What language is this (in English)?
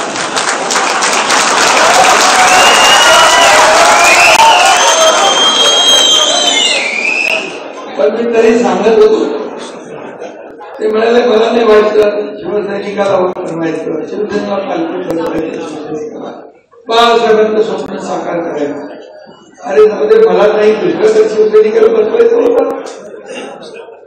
Marathi